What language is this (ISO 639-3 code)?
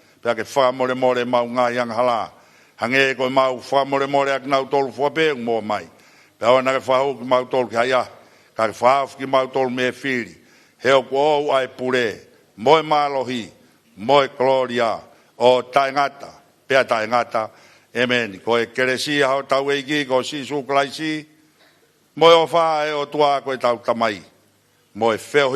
ton